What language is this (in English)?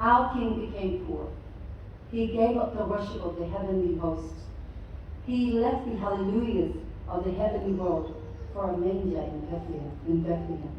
Samoan